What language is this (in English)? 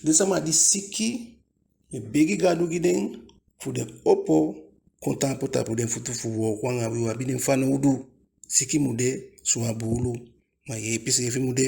Eastern Maroon Creole